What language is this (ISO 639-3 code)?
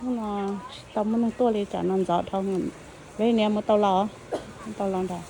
hmn